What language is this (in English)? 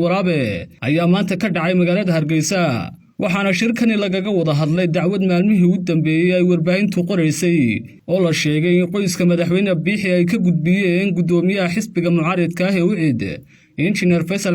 Somali